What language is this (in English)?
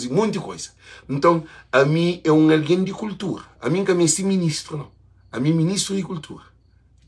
Kabuverdianu